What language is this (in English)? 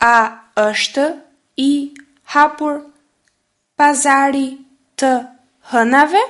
Albanian